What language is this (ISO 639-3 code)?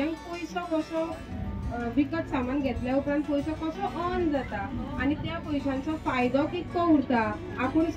kok